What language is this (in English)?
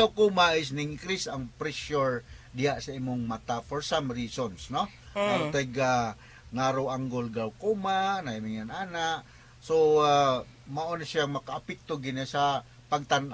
Cebuano